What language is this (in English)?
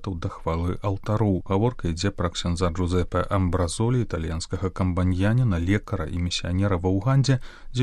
Belarusian